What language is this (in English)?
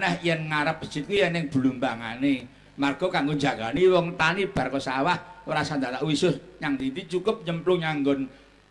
Javanese